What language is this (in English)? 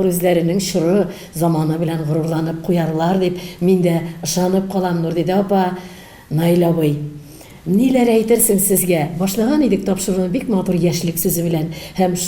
Tatar